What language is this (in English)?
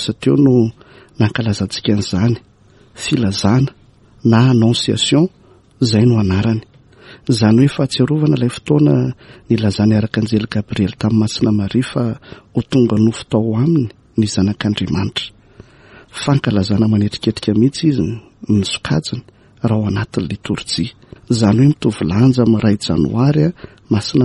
Malagasy